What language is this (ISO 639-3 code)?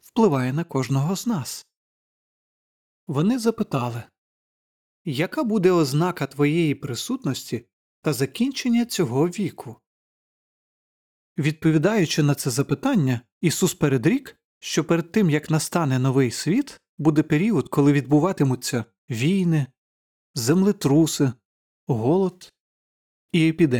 ukr